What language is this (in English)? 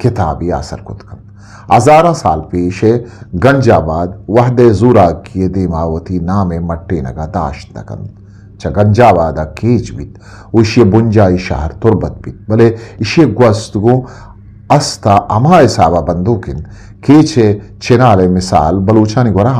Eastern Balochi